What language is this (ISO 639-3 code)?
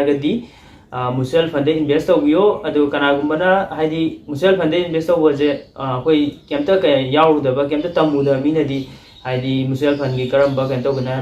mni